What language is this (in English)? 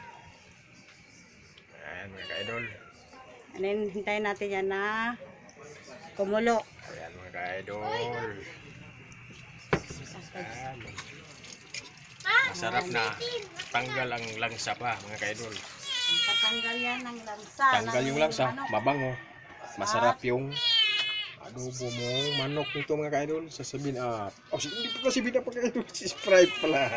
Filipino